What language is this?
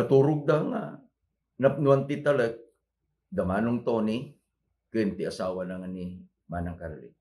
Iloko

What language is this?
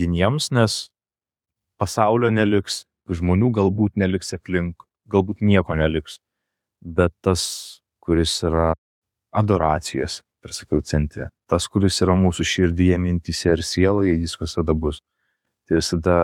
Lithuanian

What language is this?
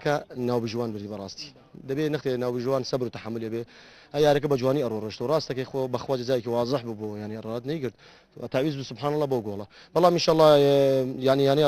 Central Kurdish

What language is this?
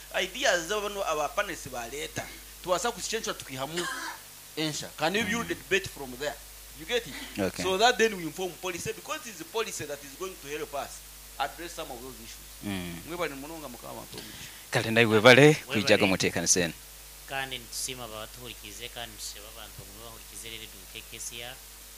Nyoro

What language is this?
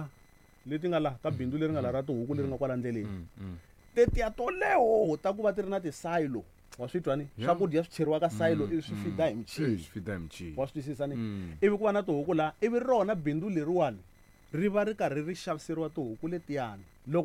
Tsonga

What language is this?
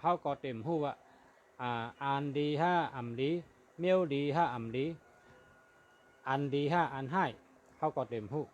Shan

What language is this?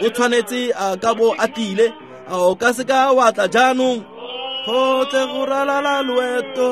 Tswana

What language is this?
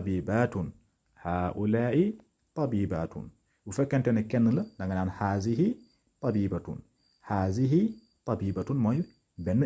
Wolof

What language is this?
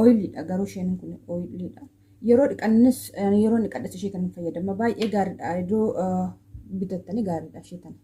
Oromo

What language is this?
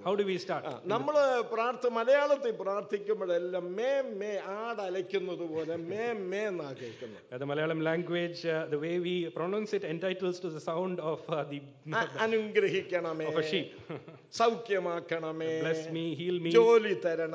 Malayalam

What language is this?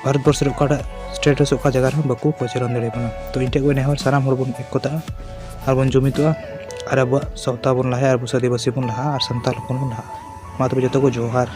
Santali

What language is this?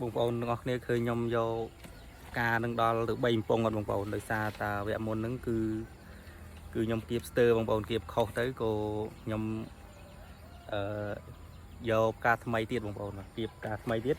Khmer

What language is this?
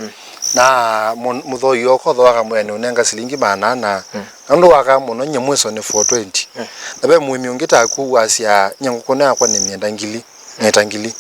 Kamba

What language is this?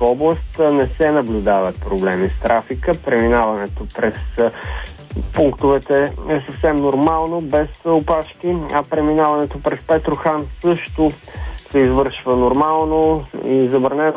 Bulgarian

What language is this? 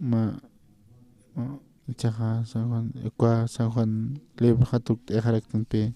Aymara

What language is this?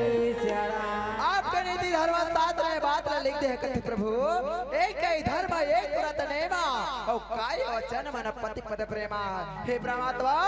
Chhattisgarhi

